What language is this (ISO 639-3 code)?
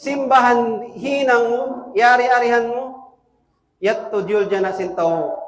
tsg